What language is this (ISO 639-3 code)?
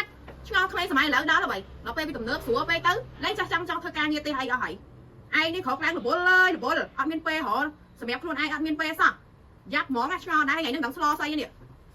khm